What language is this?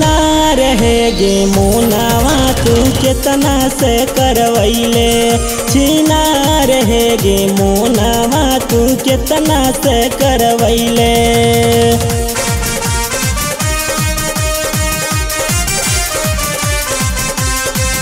Bhojpuri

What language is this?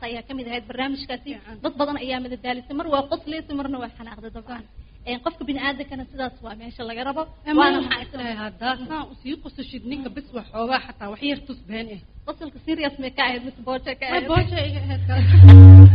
Somali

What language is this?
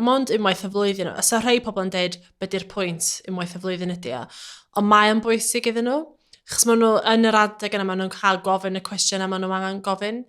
Welsh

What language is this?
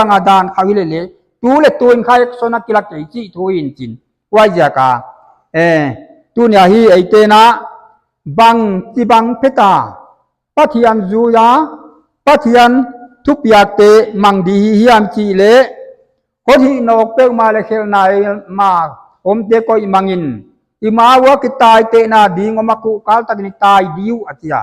Paite Chin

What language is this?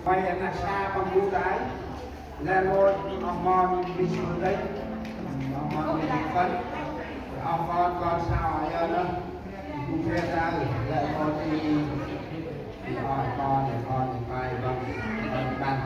Central Mnong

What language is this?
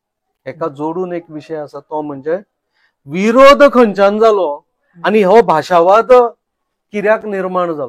Konkani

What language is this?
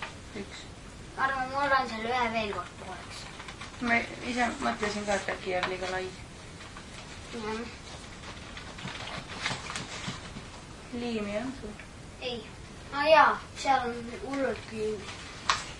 Estonian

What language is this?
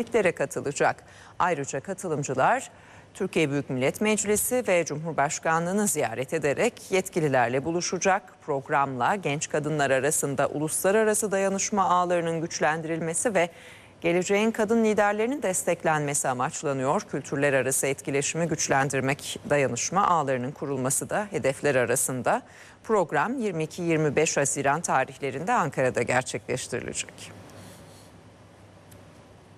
Turkish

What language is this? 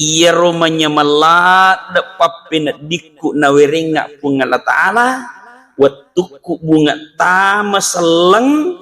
Buginese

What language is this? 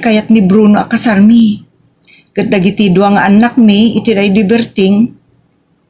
Iloko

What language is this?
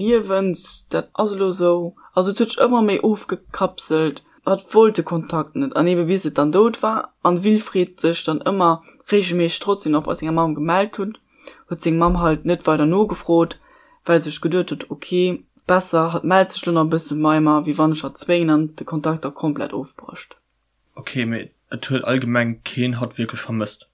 Luxembourgish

